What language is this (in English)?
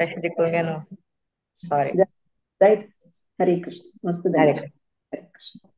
Konkani